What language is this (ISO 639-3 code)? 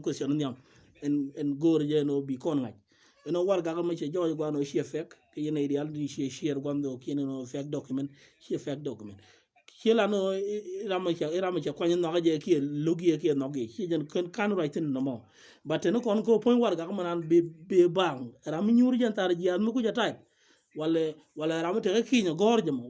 nus